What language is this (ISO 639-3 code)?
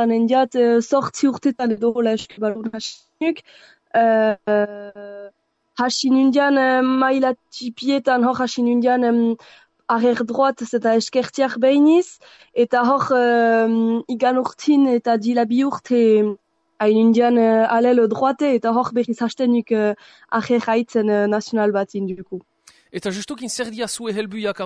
eus